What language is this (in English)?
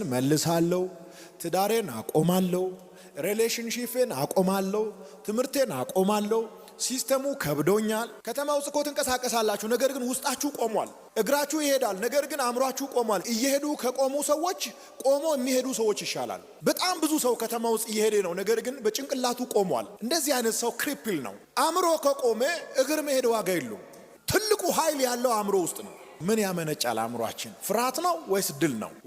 Amharic